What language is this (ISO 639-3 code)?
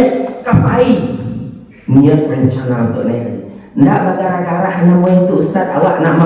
min